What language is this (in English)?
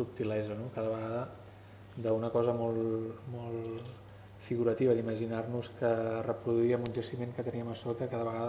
Catalan